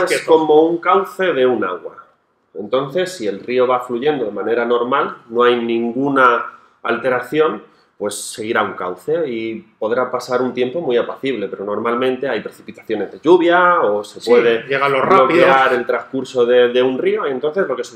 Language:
Spanish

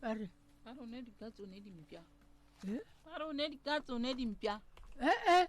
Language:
Northern Sotho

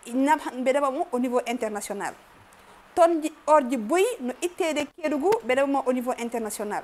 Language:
Fula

